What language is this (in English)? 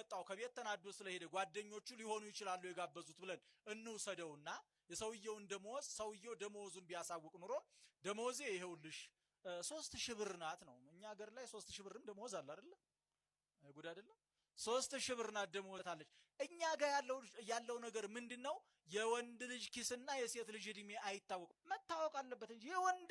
Amharic